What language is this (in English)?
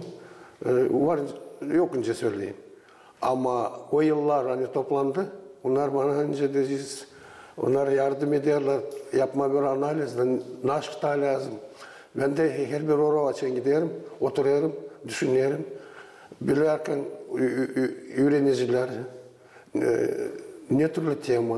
Gagauz